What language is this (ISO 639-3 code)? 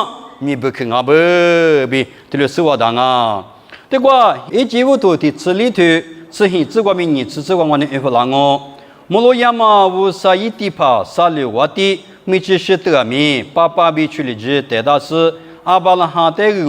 lis